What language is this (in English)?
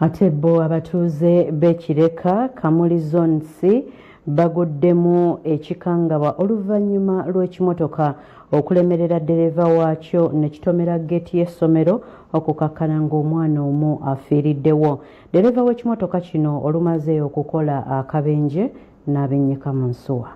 Ganda